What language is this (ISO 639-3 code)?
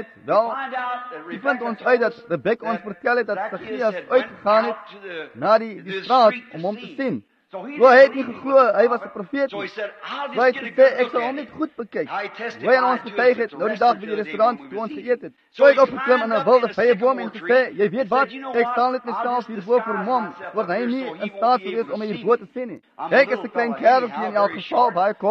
afr